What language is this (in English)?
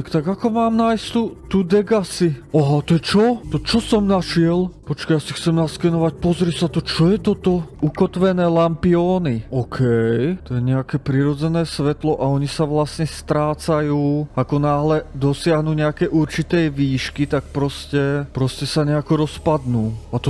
Slovak